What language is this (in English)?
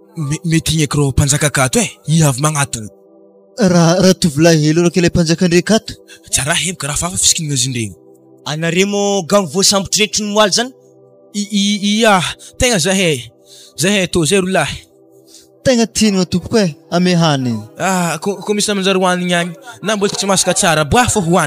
Malagasy